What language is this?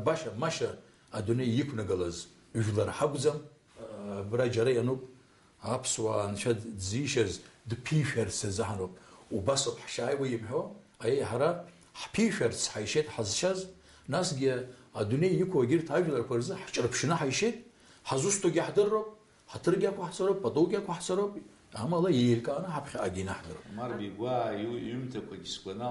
Abkhazian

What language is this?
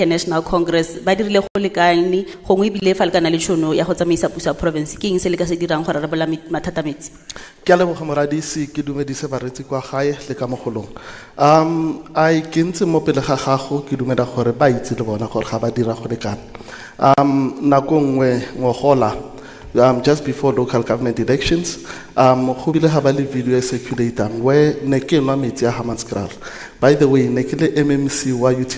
Tswana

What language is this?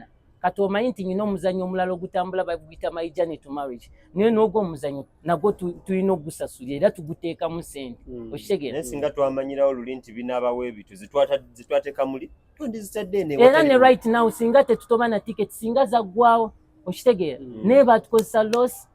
Ganda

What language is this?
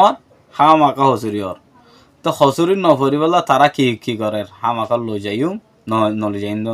Rohingya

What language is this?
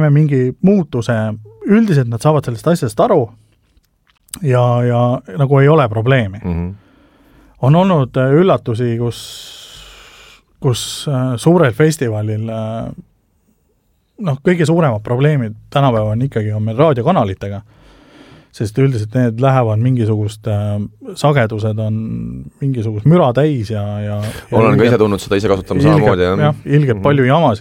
Estonian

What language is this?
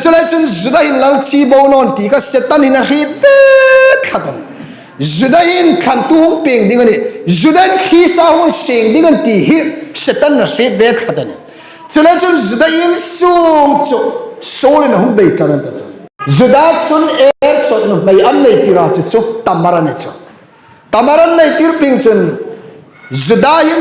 Hmar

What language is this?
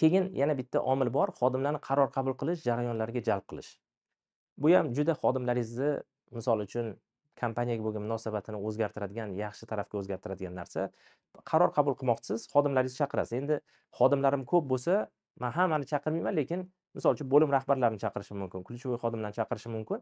Uzbek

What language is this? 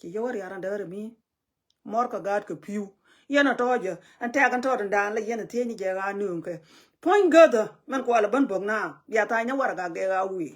Nuer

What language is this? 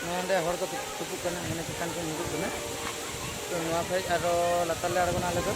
Santali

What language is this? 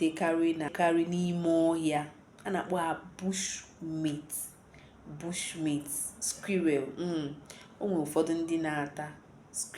Igbo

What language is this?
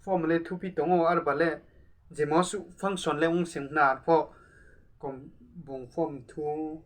Riang (India)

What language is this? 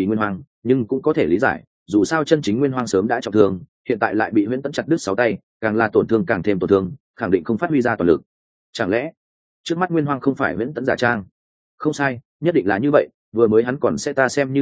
Vietnamese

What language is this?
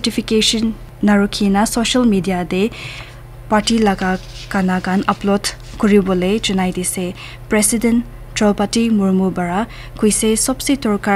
Naga Pidgin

